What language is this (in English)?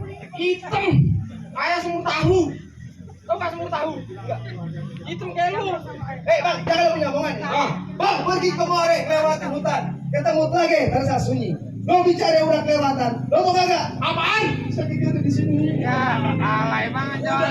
Betawi